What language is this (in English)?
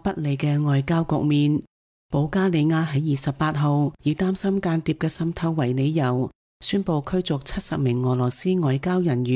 Cantonese